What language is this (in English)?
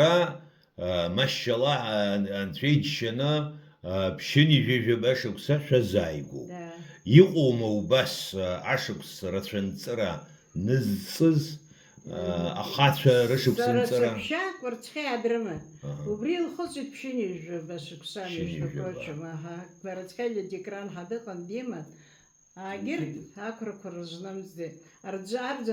Abkhazian